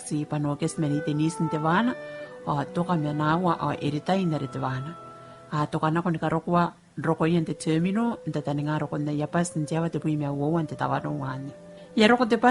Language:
Gilbertese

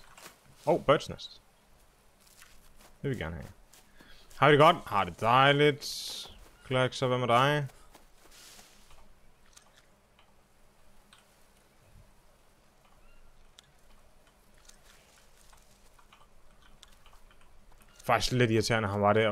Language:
Danish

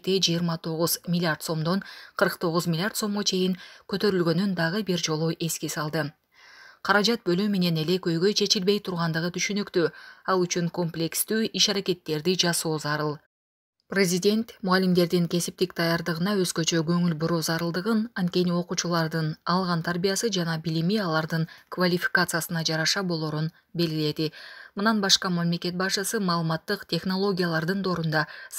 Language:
Kyrgyz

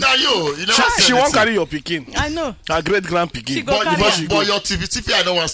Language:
Nigerian Pidgin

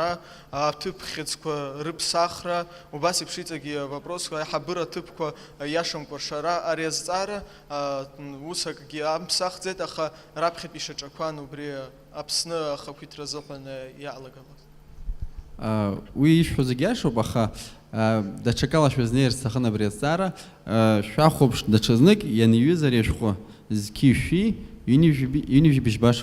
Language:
Abkhazian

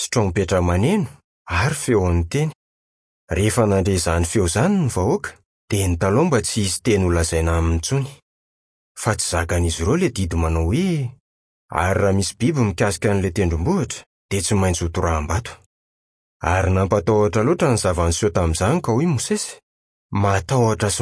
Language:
Malagasy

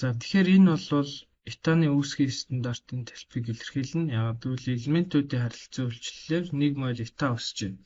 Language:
Mongolian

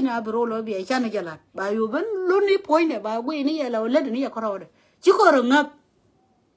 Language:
Nuer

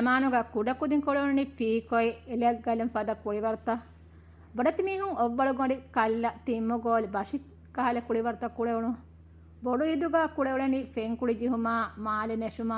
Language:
Divehi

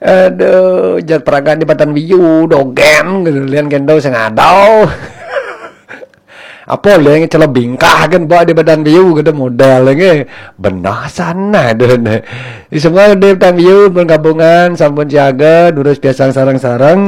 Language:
Balinese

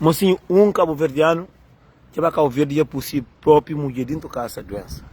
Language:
Kabuverdianu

